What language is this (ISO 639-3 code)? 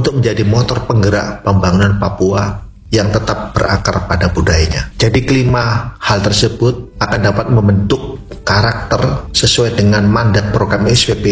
ind